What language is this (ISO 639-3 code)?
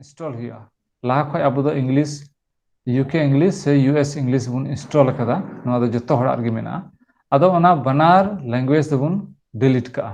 sat